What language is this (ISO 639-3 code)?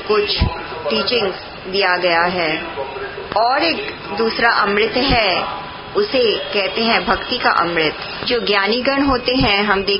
hin